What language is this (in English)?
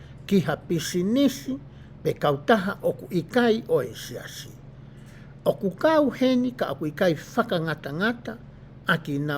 Tongan